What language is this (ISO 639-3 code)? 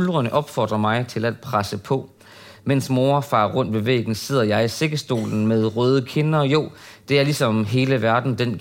dan